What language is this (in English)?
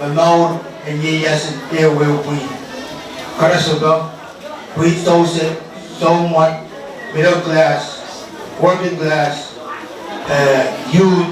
Pohnpeian